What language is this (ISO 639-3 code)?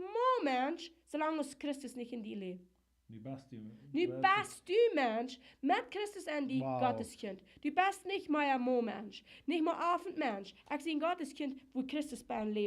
pdt